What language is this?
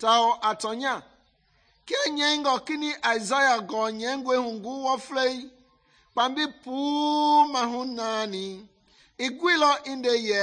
Mende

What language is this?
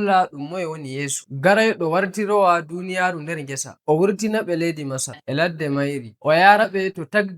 Nigerian Fulfulde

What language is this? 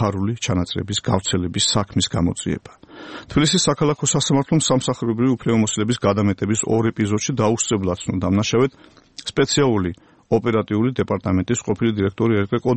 Georgian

